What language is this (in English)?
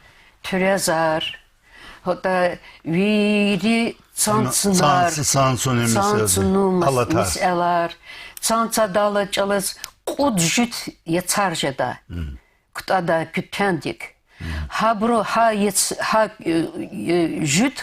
Lezghian